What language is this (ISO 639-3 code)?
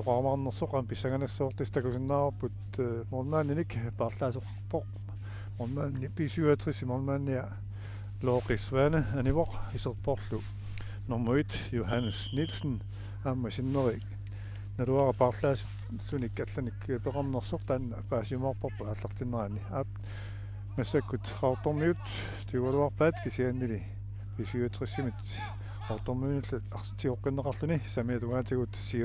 kal